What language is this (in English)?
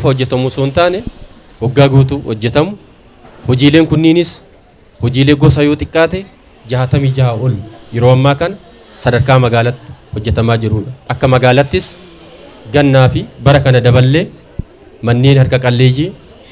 Oromo